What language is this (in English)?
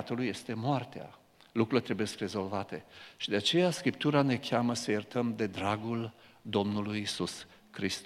Romanian